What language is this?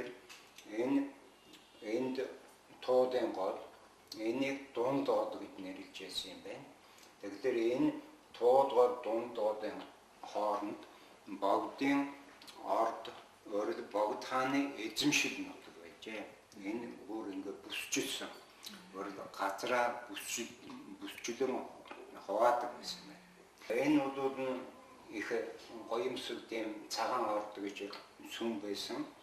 Mongolian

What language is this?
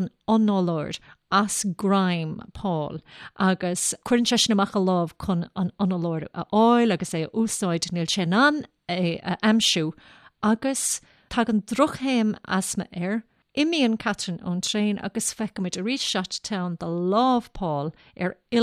Irish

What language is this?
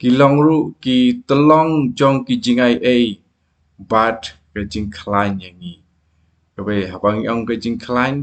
Khasi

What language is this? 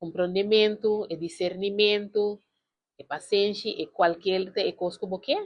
Papiamento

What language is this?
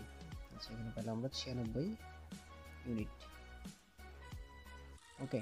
Bangla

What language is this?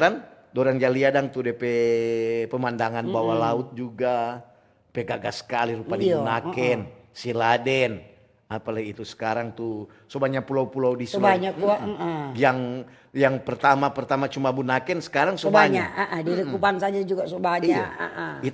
Manado Malay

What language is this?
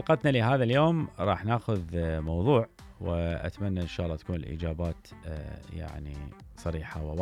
Mesopotamian Arabic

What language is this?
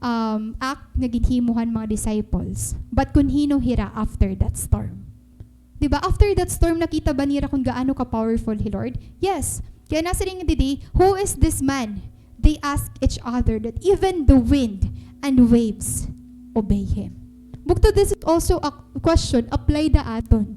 Waray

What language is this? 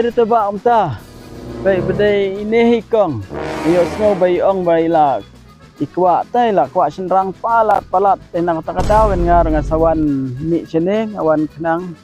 Khasi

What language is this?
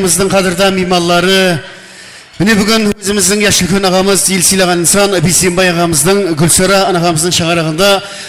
Kara-Kalpak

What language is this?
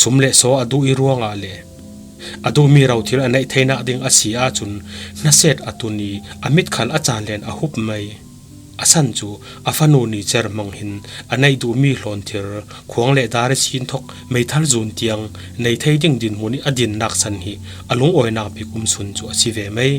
Falam Chin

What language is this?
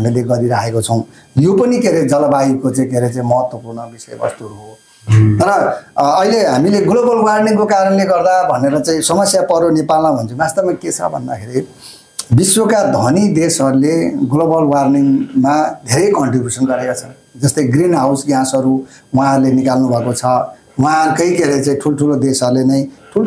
Nepali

